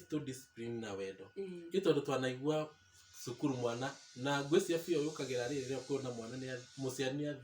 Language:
Kikuyu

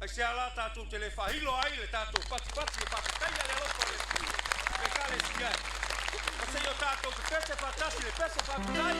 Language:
Samoan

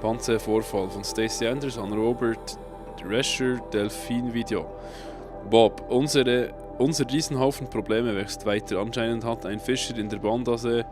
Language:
Swiss German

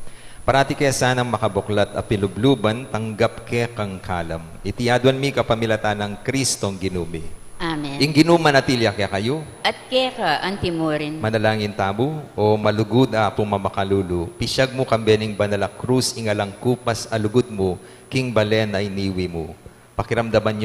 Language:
Pampanga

